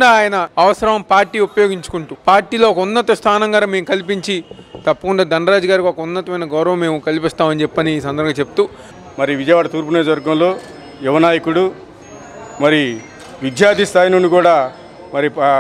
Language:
Telugu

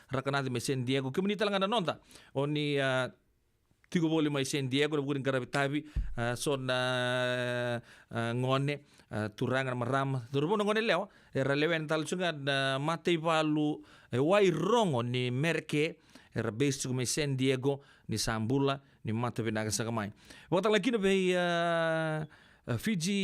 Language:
Fijian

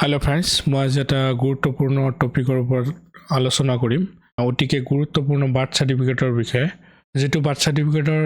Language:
Assamese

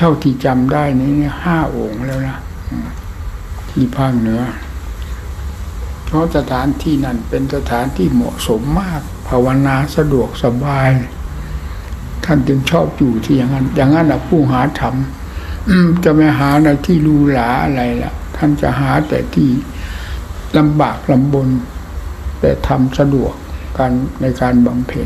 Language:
Thai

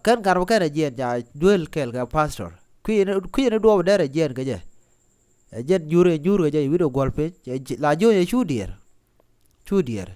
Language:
Nuer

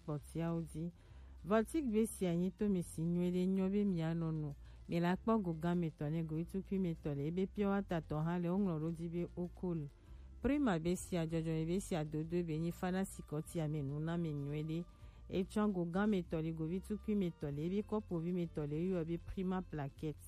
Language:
Gen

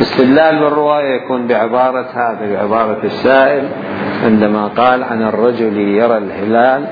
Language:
Mesopotamian Arabic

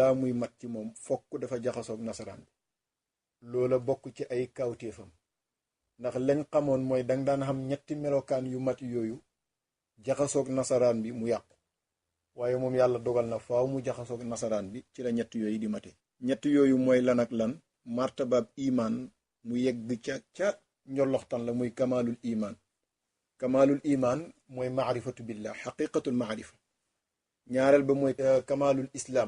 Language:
Wolof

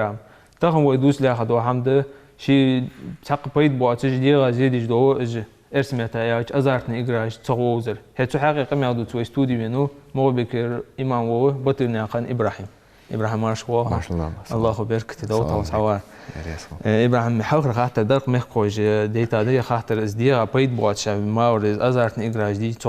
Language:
Ingush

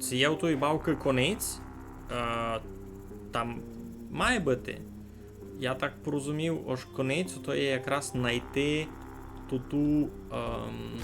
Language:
Rusyn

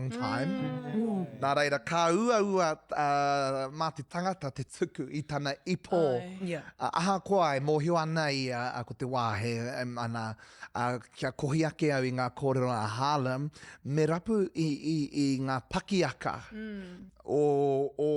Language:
Māori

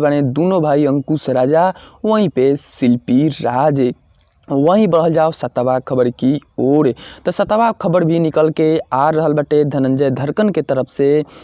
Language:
Bhojpuri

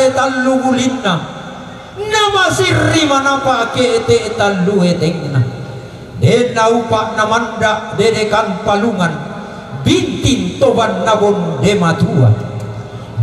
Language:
Toraja-Sa'dan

